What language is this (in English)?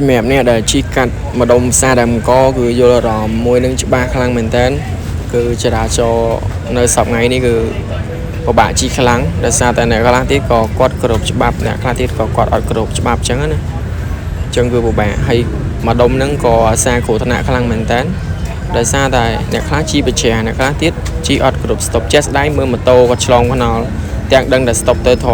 Khmer